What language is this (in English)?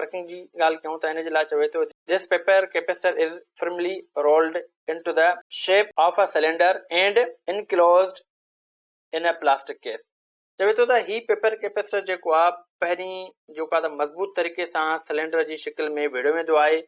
Sindhi